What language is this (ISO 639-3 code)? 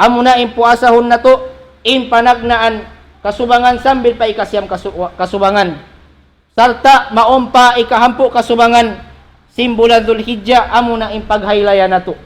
tsg